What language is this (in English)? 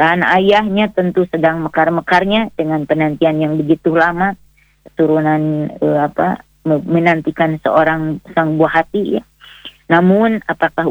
Indonesian